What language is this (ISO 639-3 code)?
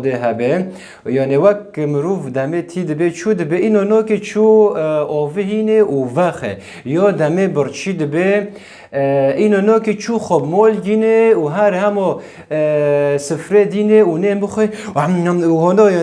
kur